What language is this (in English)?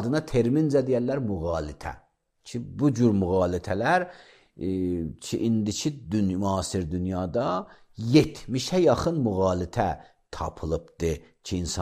Azerbaijani